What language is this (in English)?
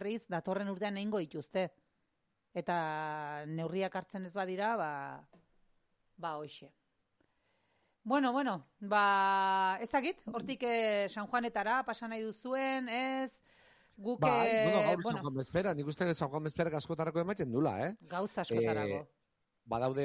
Basque